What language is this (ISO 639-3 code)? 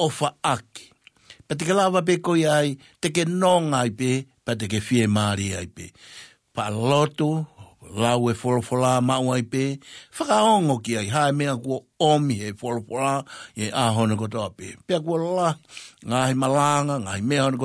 ton